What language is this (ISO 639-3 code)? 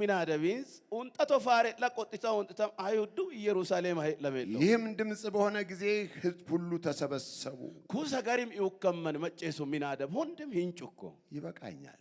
amh